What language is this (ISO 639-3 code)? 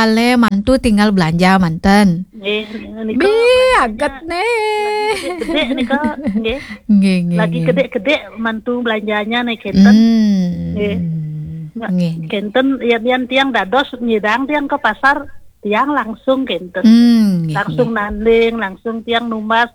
ban